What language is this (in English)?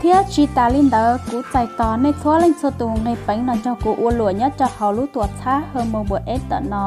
Hmong